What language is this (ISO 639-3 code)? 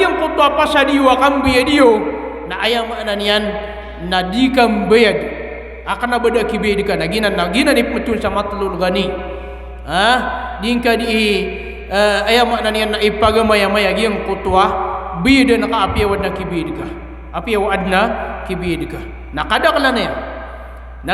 mrw